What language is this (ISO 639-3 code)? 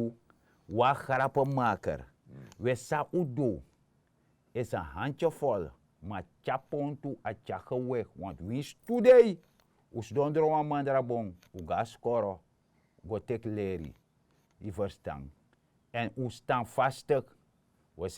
srn